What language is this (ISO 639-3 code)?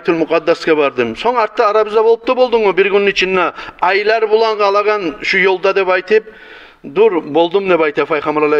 kum